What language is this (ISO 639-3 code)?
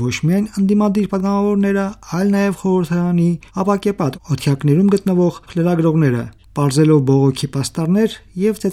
hye